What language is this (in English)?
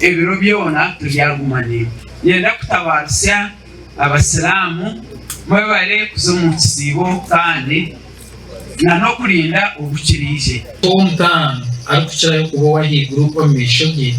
Nyankole